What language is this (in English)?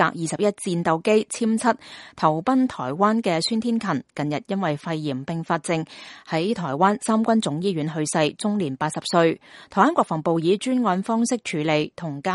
Cantonese